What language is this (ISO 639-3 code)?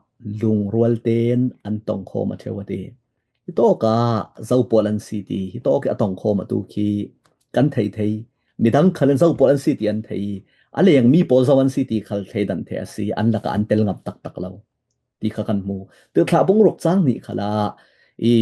cfm